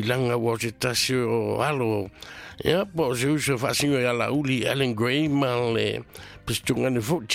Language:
Samoan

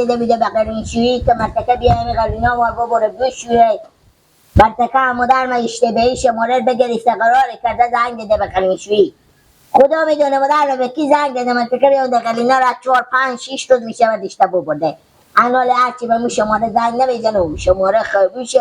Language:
Persian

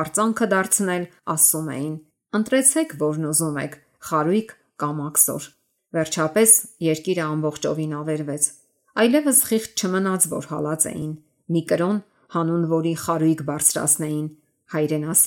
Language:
Armenian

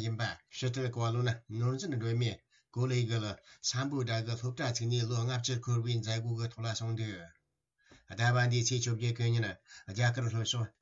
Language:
Tibetan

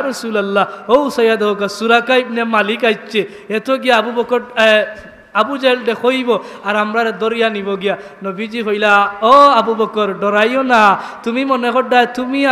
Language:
Sylheti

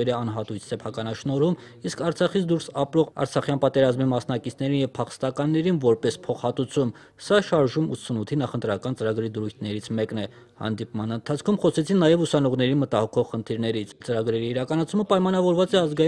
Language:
Armenian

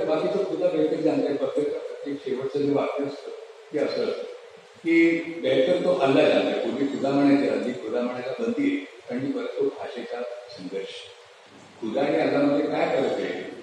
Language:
Marathi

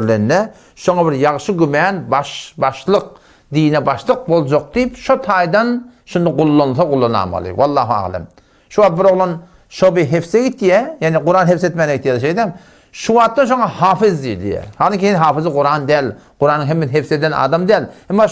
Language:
Turkmen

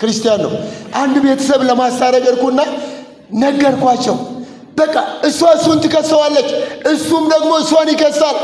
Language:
Amharic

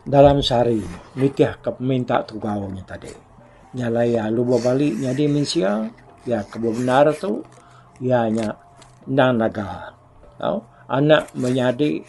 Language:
Iban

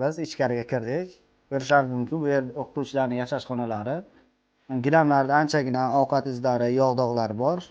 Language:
Uzbek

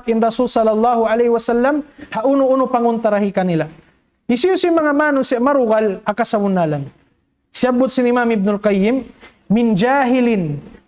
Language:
Tausug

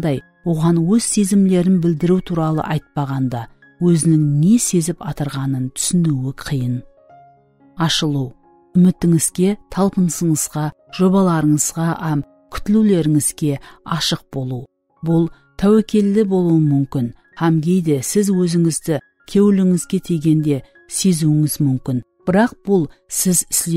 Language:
Kara-Kalpak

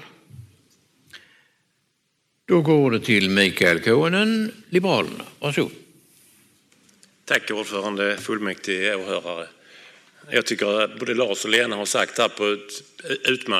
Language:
Swedish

